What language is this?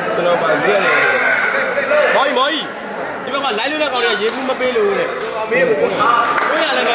Burmese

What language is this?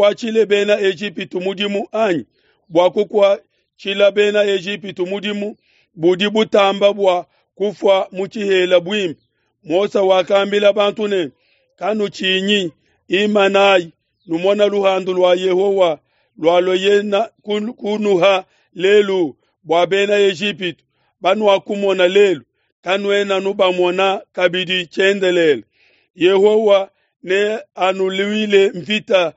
Luba-Lulua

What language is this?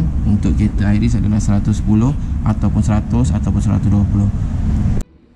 Malay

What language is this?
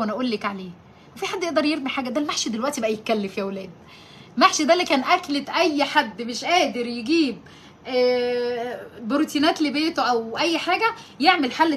Egyptian Arabic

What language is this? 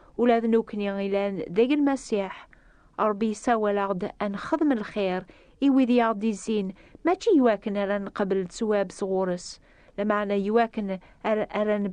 Kabyle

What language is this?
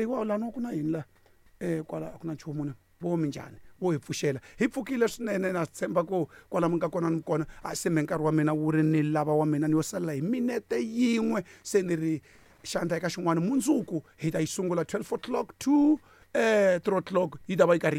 Tsonga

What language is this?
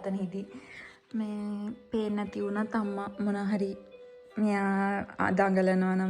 Sinhala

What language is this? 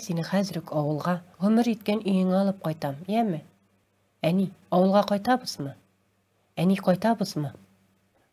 Tatar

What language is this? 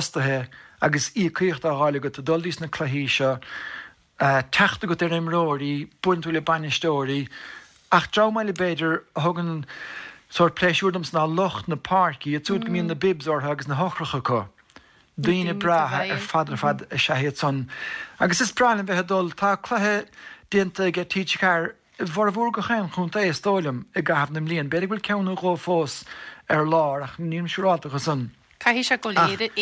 Irish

